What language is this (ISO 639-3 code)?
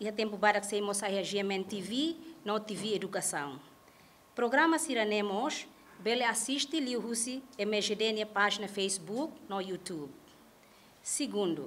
tet